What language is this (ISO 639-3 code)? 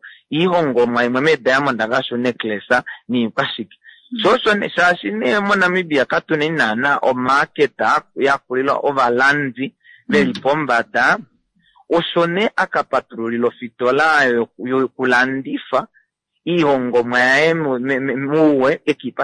kua